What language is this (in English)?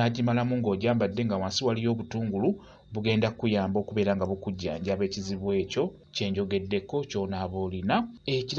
Ganda